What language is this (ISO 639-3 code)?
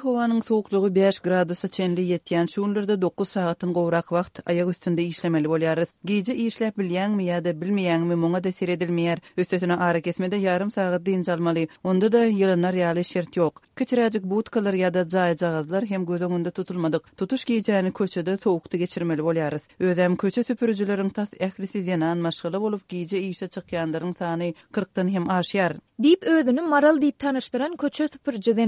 tuk